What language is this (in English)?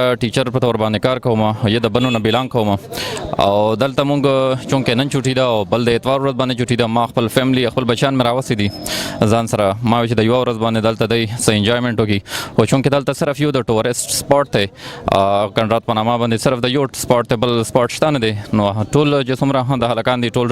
Pashto